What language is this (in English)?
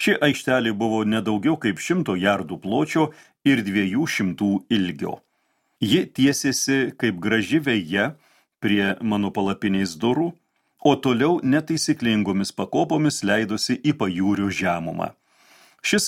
Lithuanian